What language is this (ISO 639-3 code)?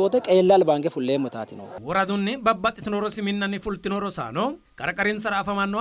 sid